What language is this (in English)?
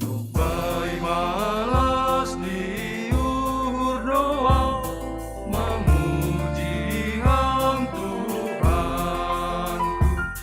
Batak Simalungun